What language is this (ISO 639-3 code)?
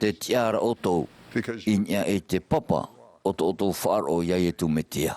tah